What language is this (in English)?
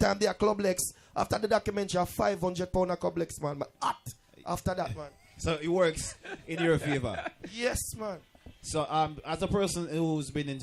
Jamaican Creole English